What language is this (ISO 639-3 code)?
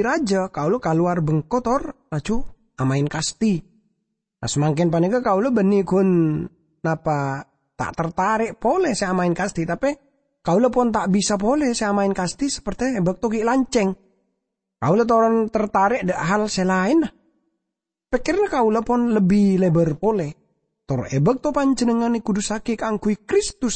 mad